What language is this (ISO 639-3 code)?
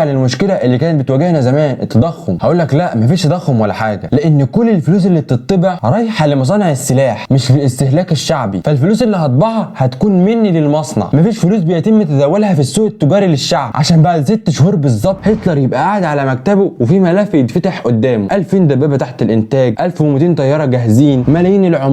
arz